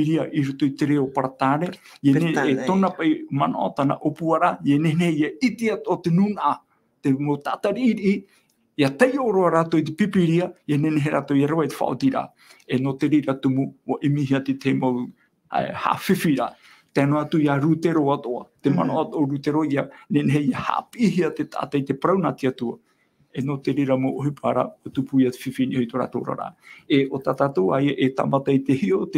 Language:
Tahitian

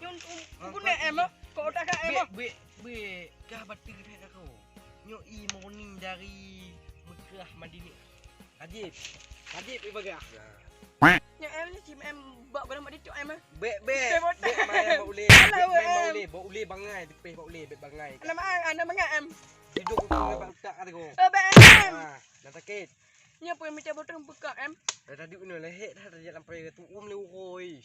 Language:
Achinese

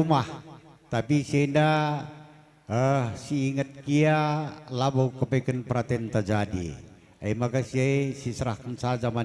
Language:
Batak Karo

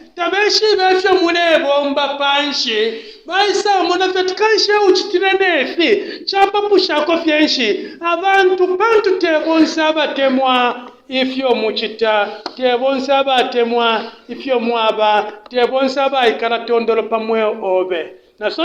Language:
Bemba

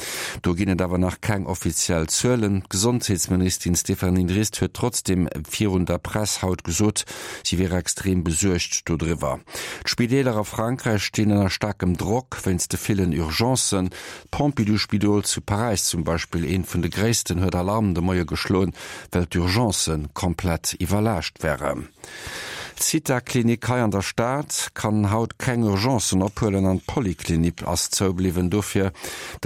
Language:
Luxembourgish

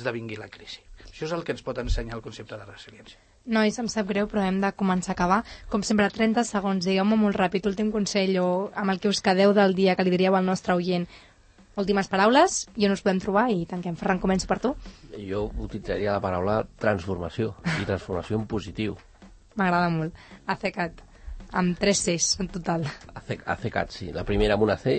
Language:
Catalan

